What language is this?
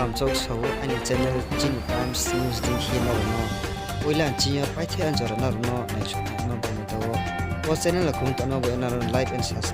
Riang (India)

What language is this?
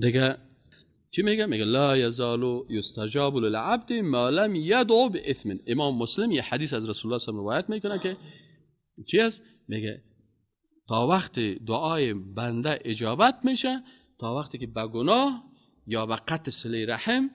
Persian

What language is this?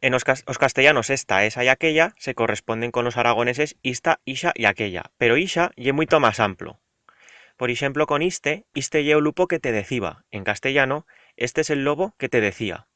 Aragonese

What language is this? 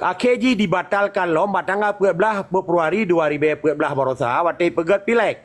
Achinese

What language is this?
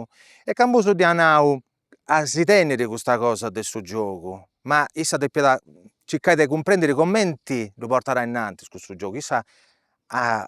Sardinian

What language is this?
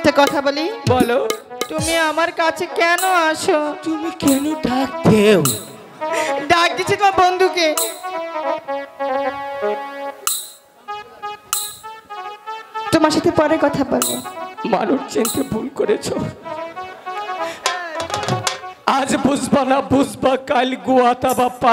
Bangla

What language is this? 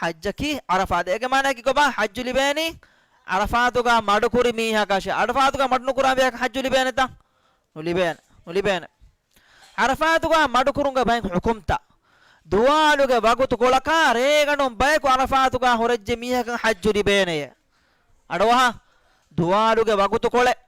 Divehi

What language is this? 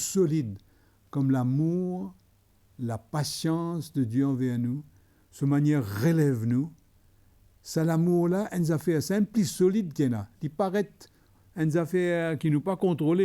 Morisyen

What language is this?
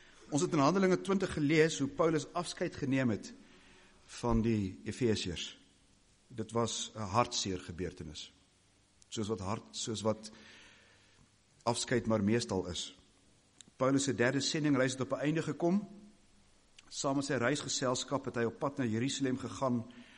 Afrikaans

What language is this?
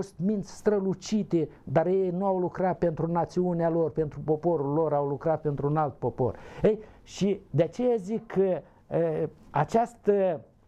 Romanian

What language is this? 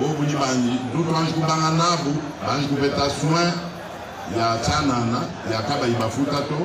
Luba-Lulua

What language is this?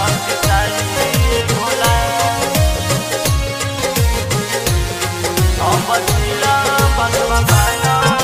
Bhojpuri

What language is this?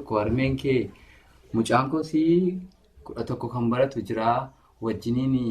Oromo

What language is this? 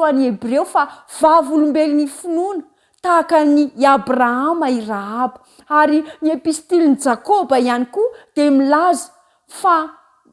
Malagasy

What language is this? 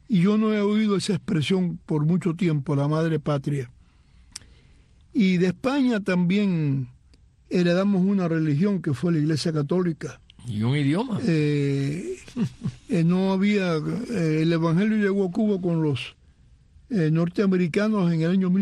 Spanish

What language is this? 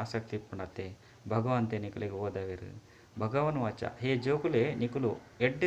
Tulu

